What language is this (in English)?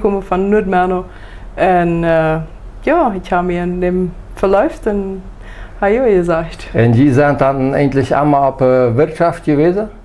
Plautdietsch